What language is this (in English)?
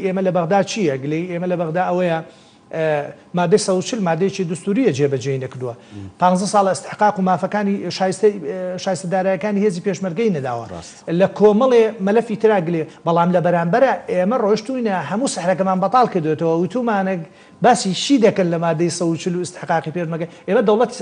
Central Kurdish